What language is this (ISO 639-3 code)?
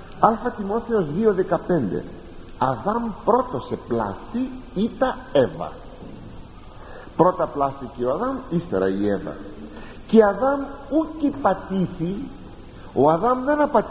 ell